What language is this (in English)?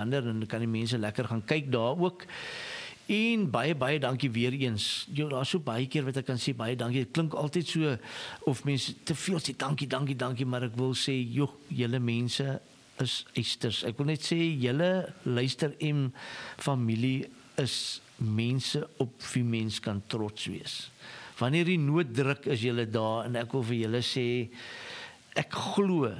Afrikaans